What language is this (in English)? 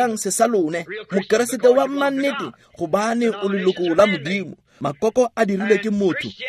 Tswana